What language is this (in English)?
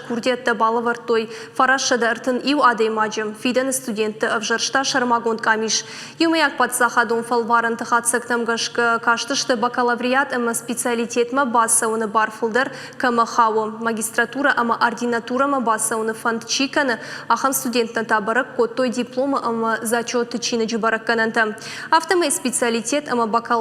Ossetic